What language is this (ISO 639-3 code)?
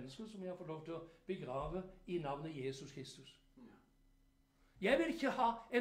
nor